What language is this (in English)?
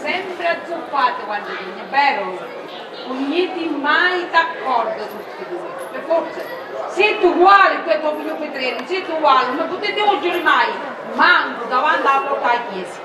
Sicilian